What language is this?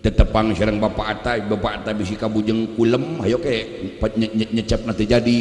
Sundanese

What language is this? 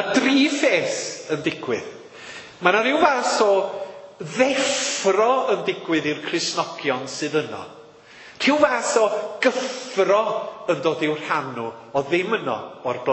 Welsh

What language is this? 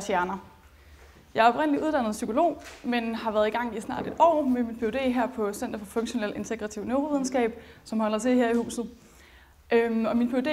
Danish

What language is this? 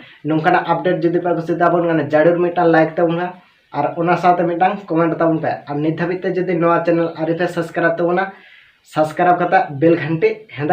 Santali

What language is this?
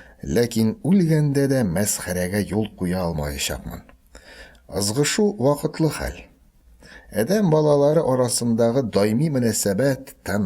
Tatar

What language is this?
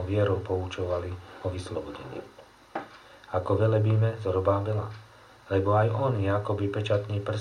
Slovak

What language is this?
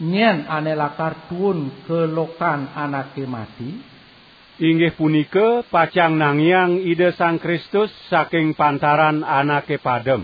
Balinese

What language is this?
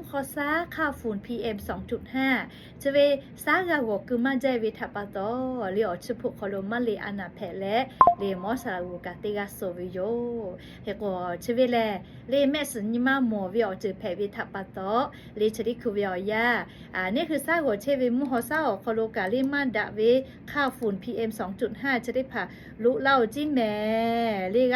Lahu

